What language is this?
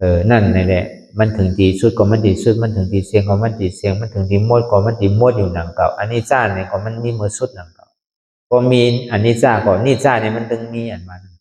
Shan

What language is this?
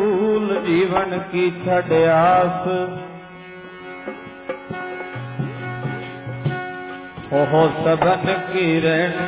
Punjabi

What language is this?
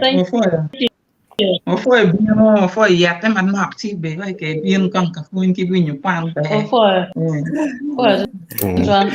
Acoli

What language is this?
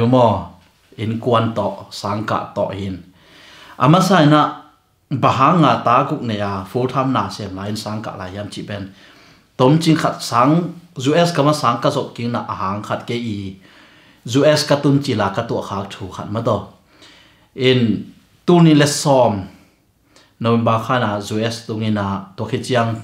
Tedim Chin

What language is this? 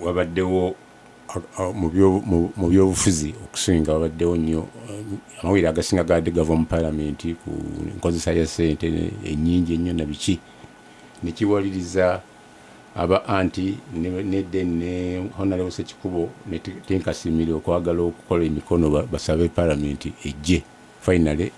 Ganda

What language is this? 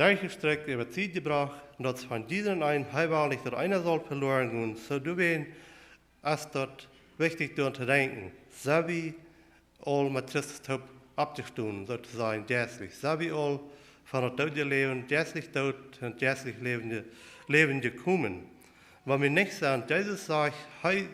Plautdietsch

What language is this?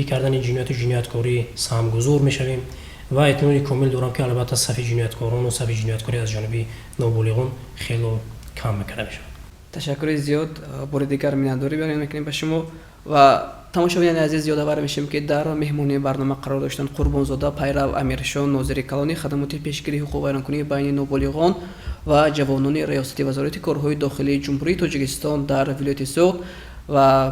Tajik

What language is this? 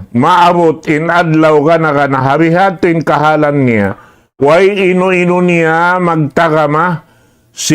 Tausug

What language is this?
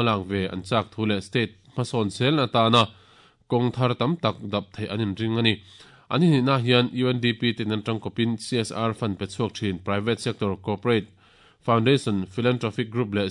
Mizo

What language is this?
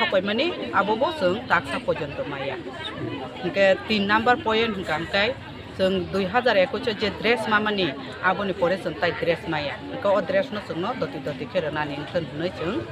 Kok Borok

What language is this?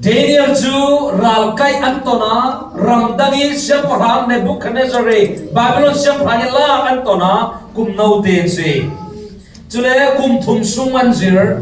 Falam Chin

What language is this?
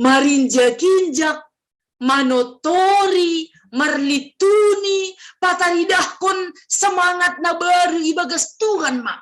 Batak Simalungun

